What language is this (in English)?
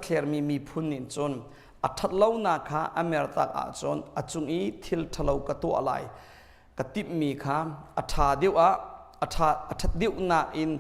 Hakha Chin